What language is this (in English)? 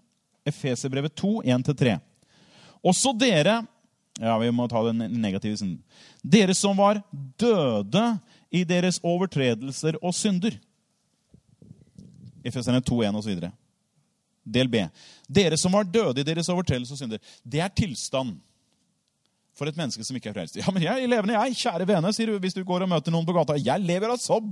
Norwegian